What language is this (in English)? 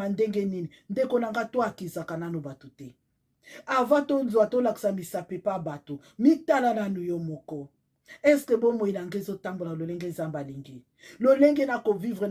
Lingala